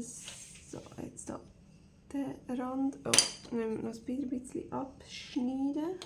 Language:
Swiss German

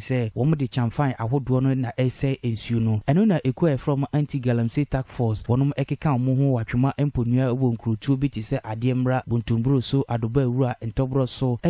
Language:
Akan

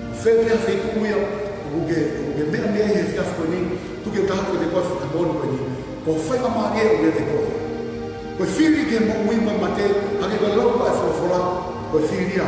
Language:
Tongan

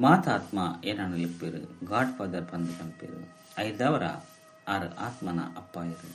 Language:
Tulu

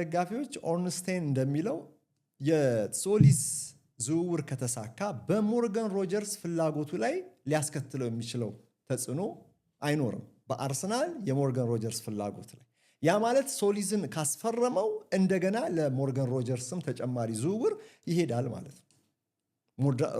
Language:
Amharic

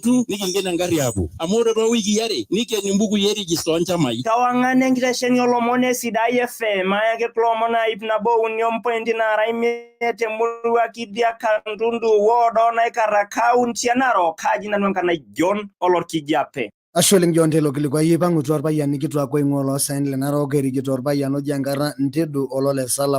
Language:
Masai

